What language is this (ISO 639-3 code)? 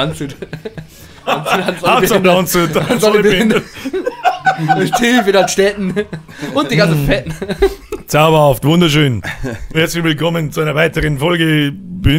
bar